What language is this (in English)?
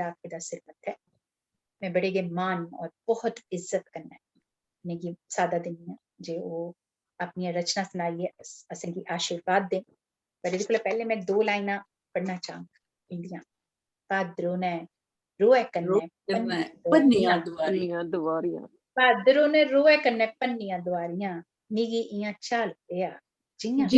Dogri